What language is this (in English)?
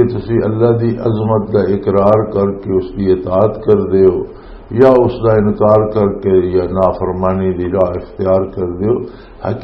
Western Panjabi